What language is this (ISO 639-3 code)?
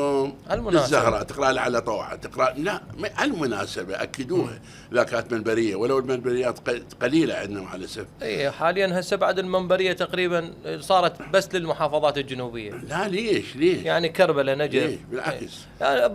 acm